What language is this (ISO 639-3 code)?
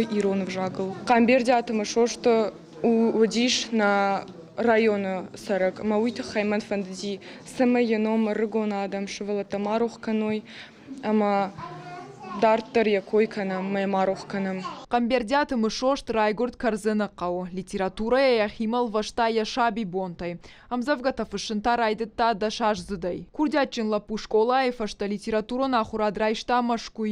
oss